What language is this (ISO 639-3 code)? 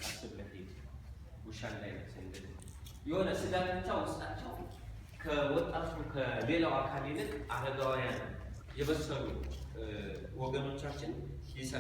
amh